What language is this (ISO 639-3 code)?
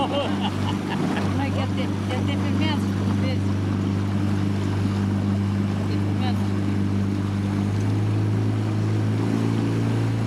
ron